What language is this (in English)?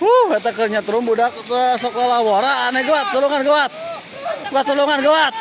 Sundanese